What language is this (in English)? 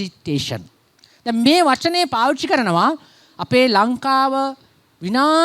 Sinhala